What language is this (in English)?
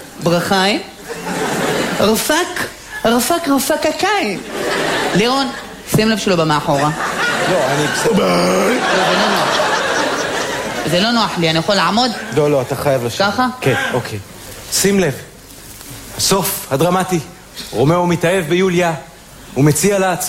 Hebrew